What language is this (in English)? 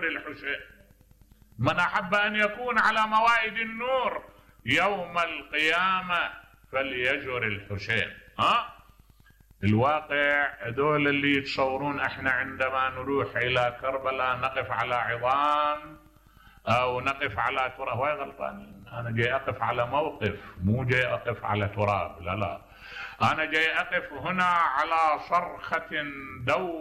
Mesopotamian Arabic